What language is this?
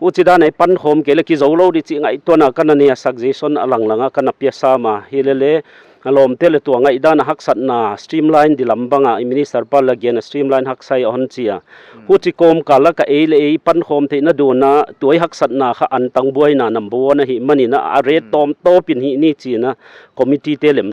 Paite Chin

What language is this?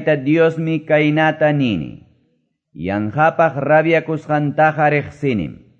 Quechua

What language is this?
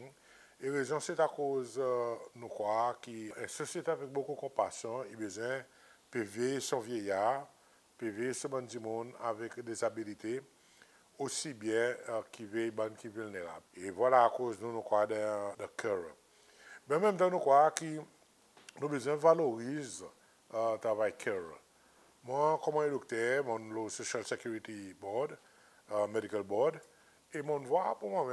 Seselwa Creole French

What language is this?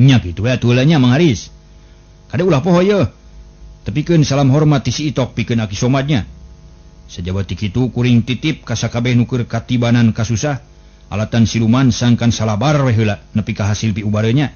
Sundanese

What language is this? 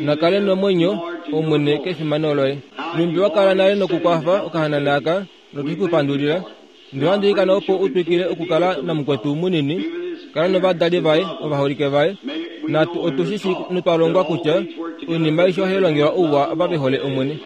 Kuanyama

